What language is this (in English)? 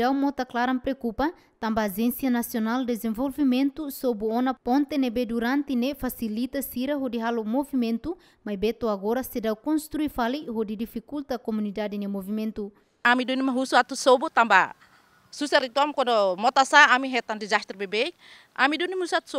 Tetum